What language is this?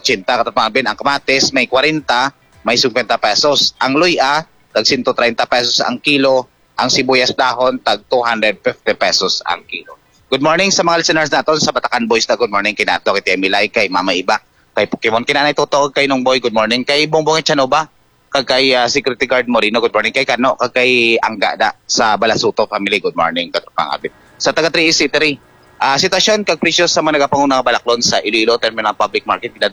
Hiligaynon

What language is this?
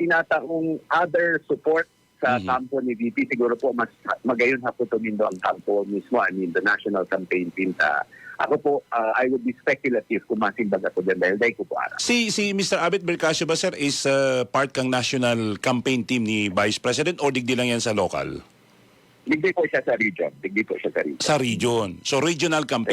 Bikol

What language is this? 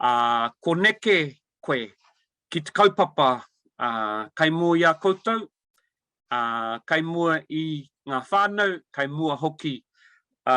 Māori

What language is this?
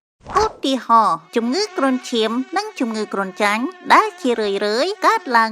Khmer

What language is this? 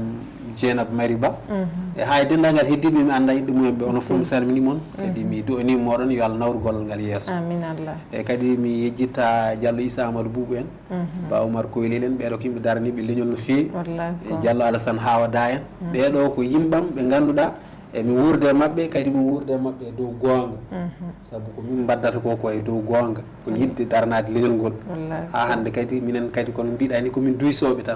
Fula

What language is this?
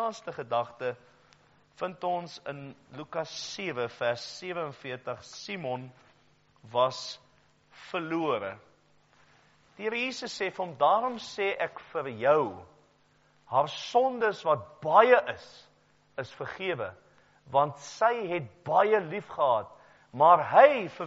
Afrikaans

